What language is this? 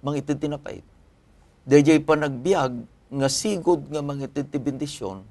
Iloko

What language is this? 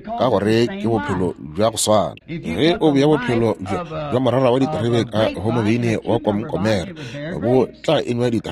Northern Sotho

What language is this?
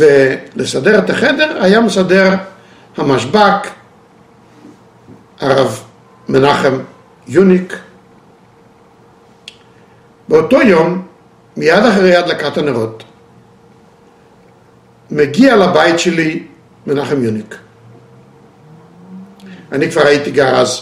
Hebrew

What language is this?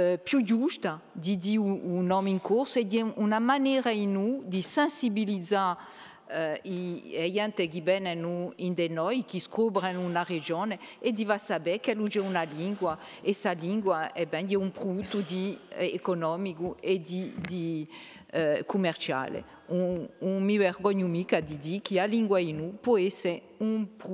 Corsican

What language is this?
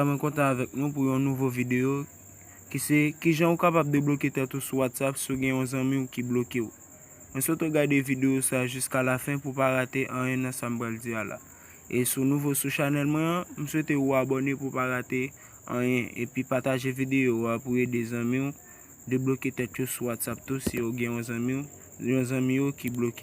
Haitian Creole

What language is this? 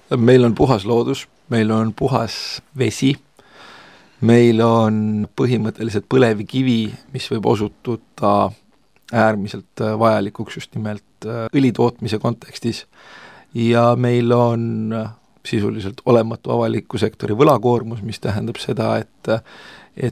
Estonian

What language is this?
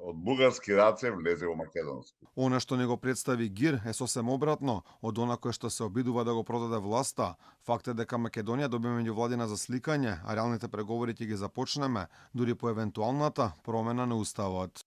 Macedonian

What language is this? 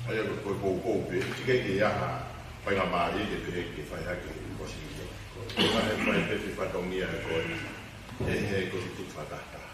Tongan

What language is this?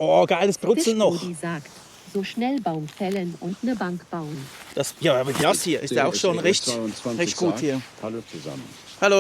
Swiss German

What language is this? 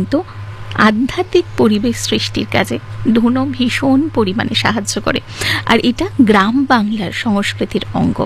Bangla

